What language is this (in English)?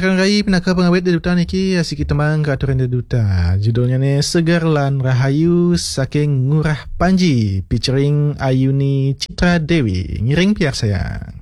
Balinese